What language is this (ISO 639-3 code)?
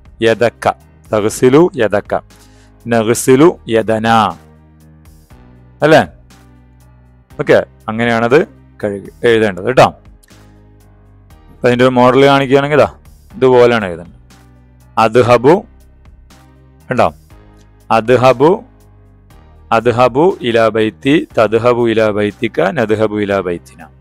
mal